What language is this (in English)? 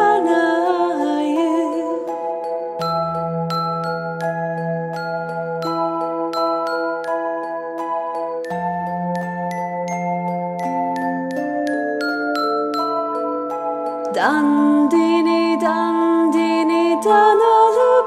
Turkish